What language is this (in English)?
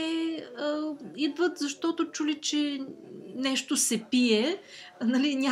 Bulgarian